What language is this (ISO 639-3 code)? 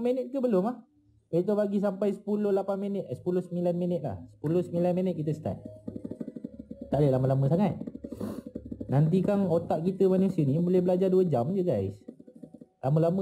msa